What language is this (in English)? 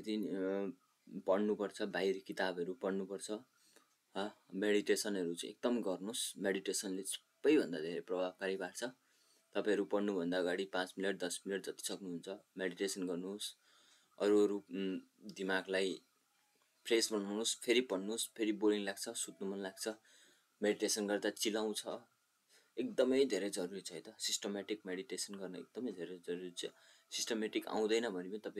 Nepali